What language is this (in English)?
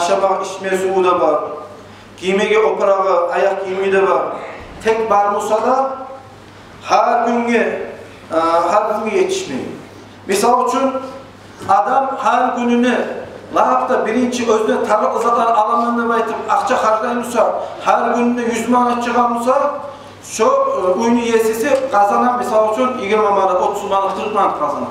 Kumyk